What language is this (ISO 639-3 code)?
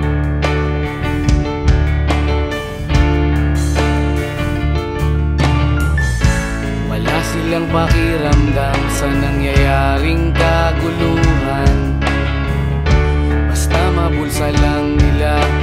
fil